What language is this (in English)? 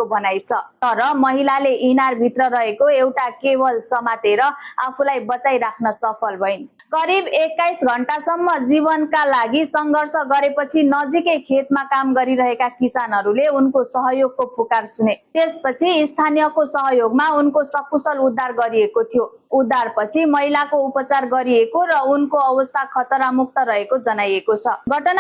Nepali